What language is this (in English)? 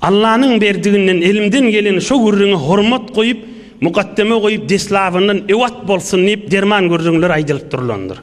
Turkmen